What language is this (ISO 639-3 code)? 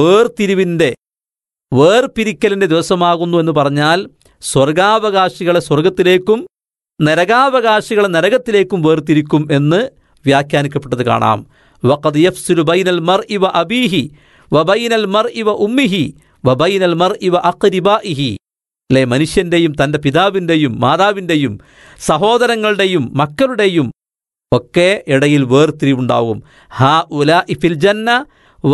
mal